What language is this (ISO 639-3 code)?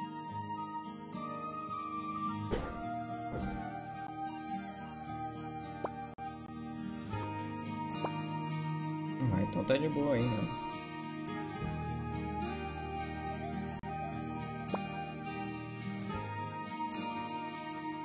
por